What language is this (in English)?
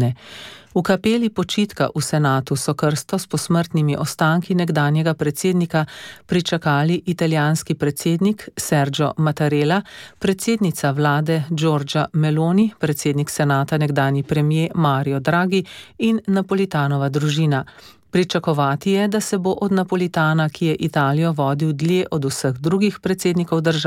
Slovenian